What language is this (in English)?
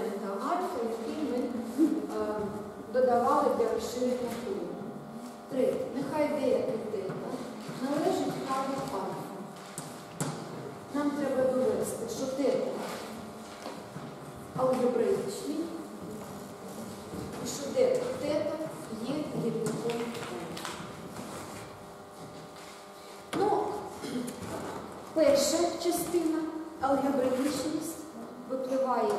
Ukrainian